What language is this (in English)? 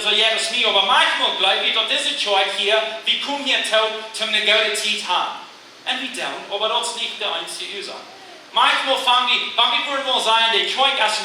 Plautdietsch